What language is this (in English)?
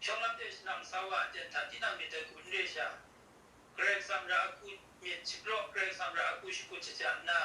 Kachin